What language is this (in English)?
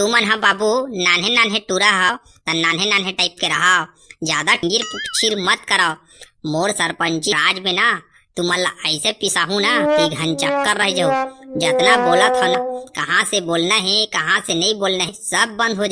Chhattisgarhi